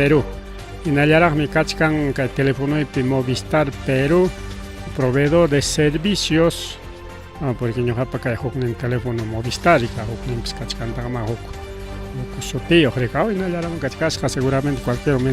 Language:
Ayacucho Quechua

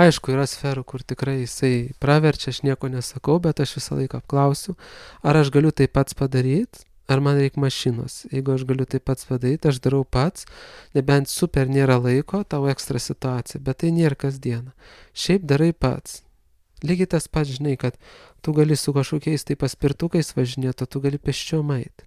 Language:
Lithuanian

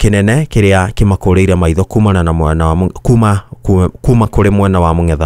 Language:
Kikuyu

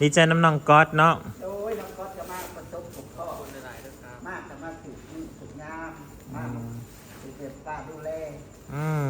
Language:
Northeastern Thai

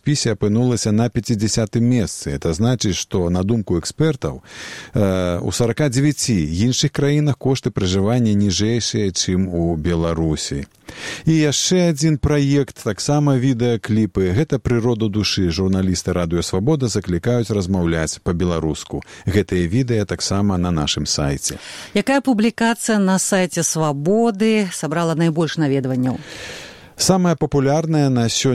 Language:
Belarusian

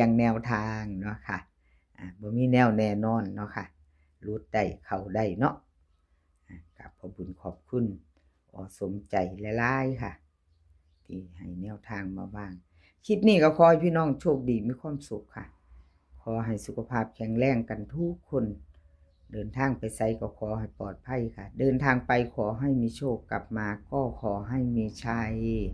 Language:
Northeastern Thai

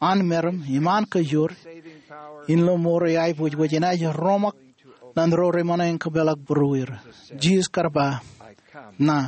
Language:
Marshallese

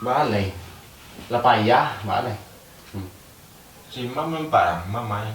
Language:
Minangkabau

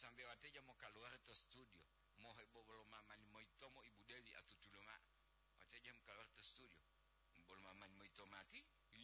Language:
Gorontalo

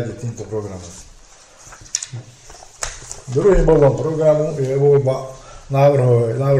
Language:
Slovak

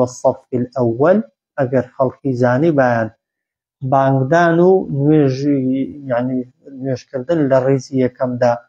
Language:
Central Kurdish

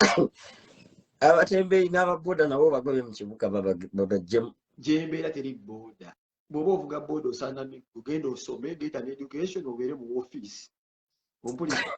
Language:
Ganda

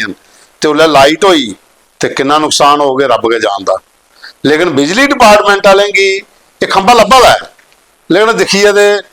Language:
Dogri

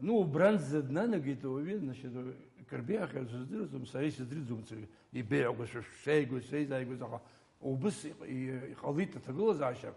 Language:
Abkhazian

